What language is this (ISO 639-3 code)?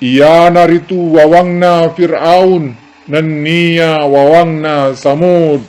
bug